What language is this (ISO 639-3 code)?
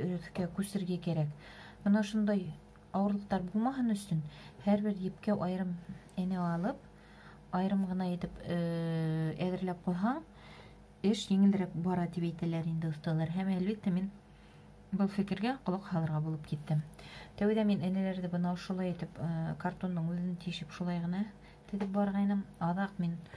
bak